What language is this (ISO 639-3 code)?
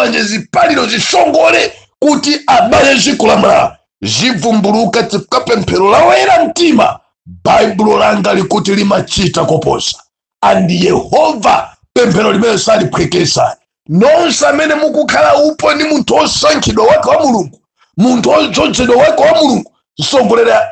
nya